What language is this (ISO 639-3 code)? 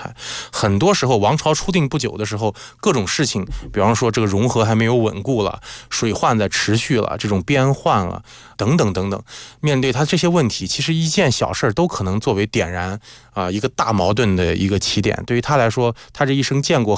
zho